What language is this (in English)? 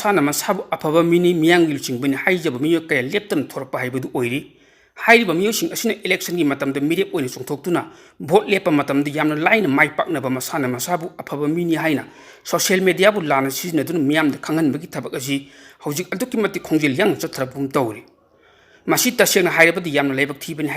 Manipuri